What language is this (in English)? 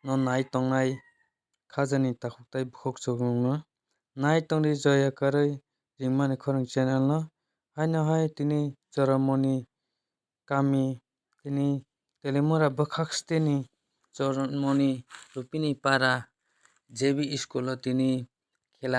Kok Borok